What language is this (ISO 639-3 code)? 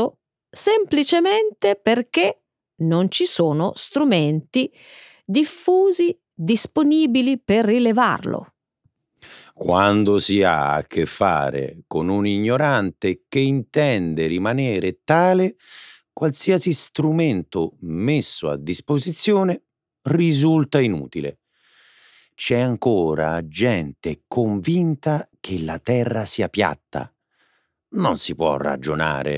ita